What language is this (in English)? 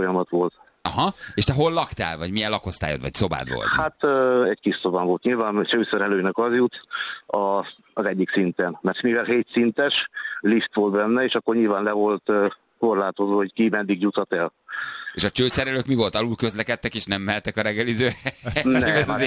Hungarian